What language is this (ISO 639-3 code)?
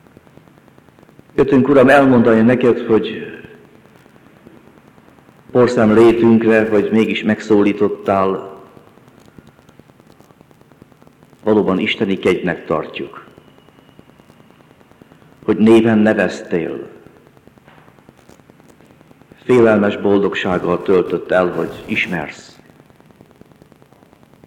hun